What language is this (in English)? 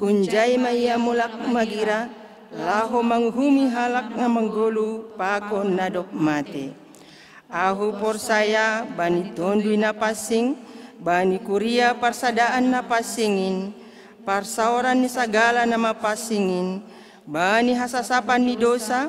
Batak Simalungun